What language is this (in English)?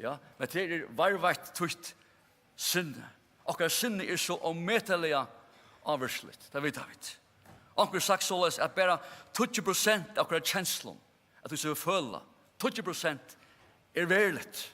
Faroese